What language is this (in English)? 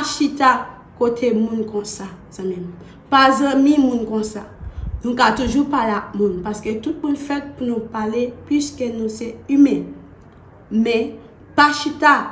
Haitian Creole